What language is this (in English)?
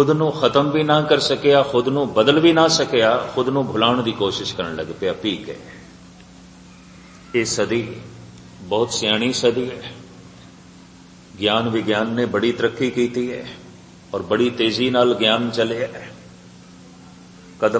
Punjabi